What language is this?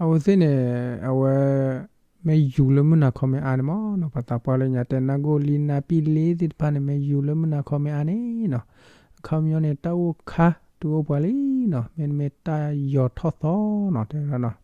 S'gaw Karen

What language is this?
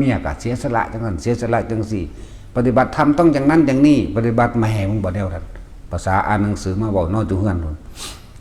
Northeastern Thai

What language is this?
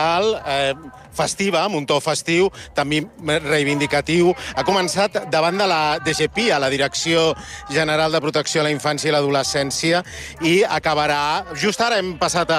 Catalan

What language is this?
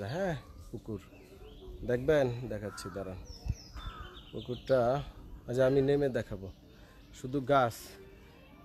Bangla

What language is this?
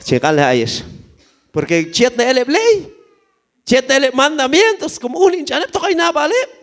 Q'anjob'al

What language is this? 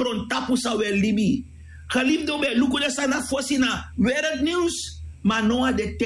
Sranan Tongo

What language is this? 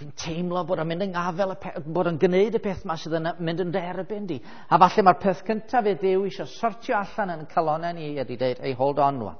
Welsh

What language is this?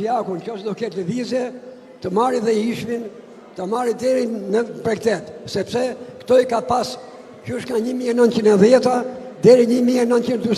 Albanian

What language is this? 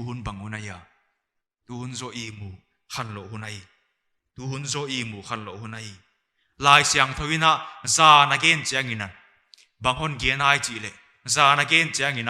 Paite Chin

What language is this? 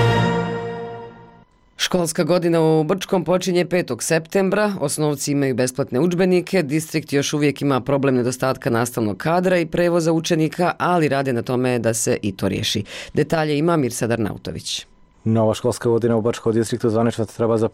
Bosnian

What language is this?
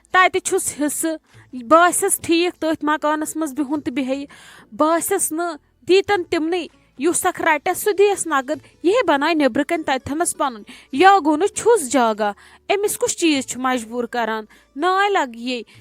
Kashmiri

